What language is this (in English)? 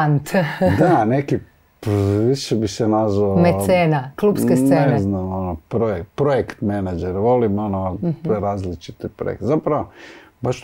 Croatian